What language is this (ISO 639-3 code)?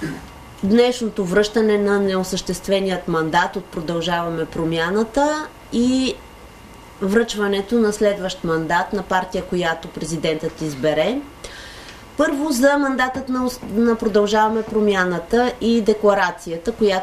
bul